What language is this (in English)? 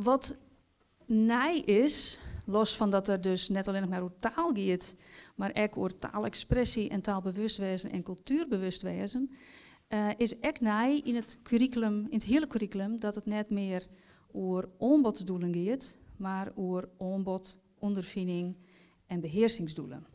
Western Frisian